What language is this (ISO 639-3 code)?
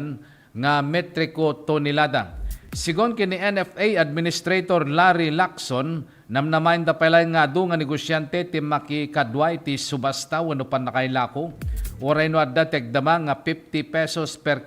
ilo